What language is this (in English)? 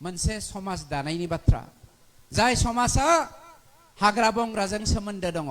Bodo